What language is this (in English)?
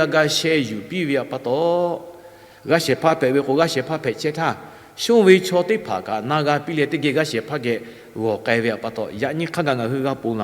Lahu